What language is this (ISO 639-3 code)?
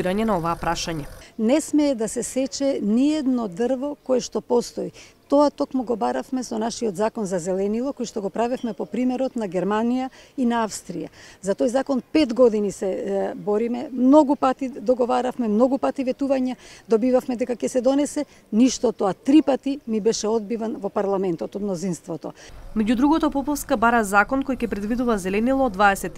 mkd